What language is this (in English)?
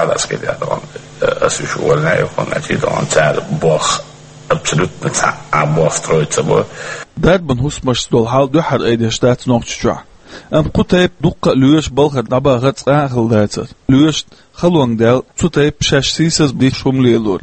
Chechen